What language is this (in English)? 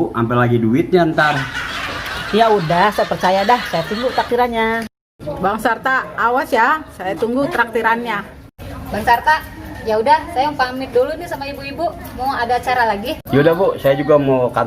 Betawi